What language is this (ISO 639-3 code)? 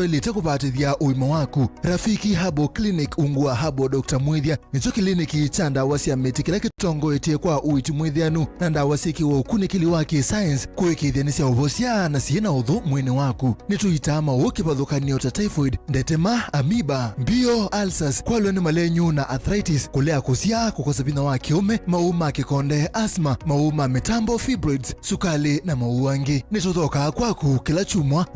kam